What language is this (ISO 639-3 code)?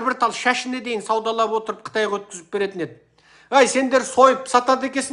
kaz